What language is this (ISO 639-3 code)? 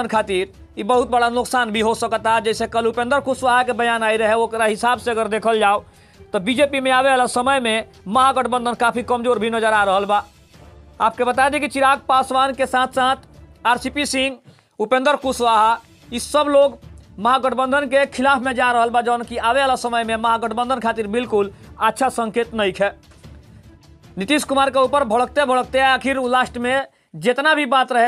bho